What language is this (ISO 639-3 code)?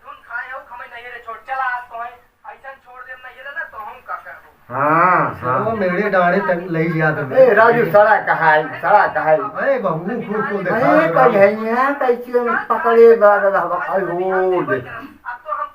awa